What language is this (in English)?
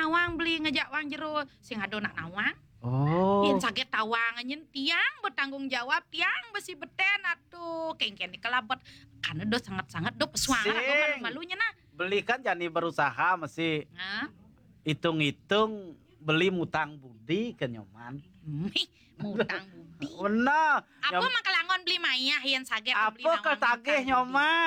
Balinese